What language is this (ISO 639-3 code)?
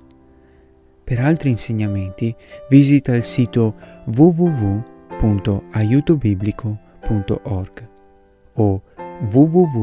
ita